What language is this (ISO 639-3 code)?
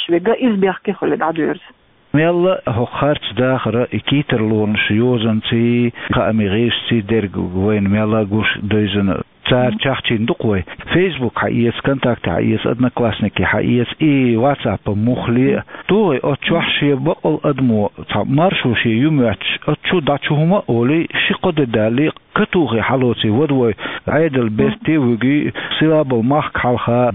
che